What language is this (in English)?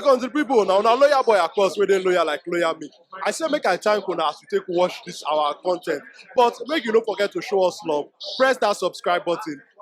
Nigerian Pidgin